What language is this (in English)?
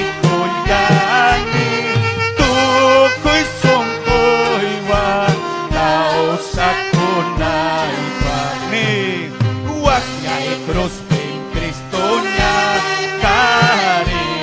Ayacucho Quechua